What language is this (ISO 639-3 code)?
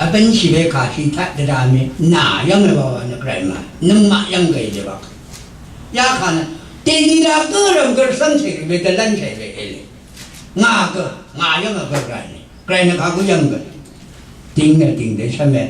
raw